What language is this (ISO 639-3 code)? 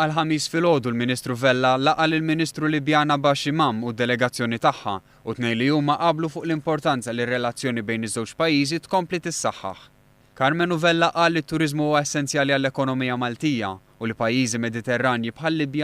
mlt